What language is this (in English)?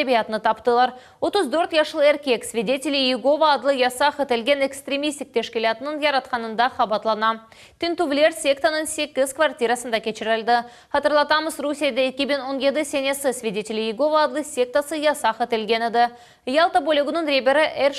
Crimean Tatar